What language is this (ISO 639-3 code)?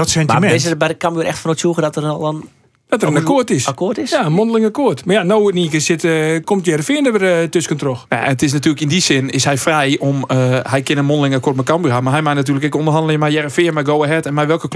fry